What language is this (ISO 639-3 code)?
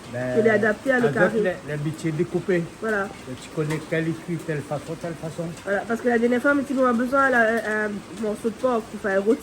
rcf